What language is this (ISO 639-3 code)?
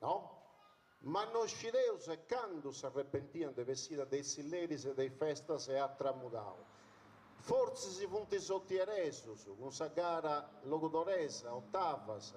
srd